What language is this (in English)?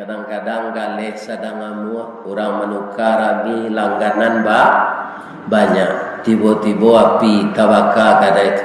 Minangkabau